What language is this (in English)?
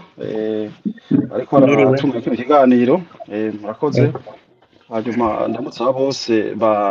Rundi